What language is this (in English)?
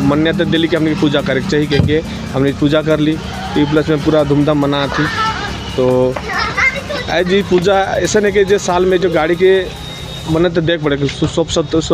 Sadri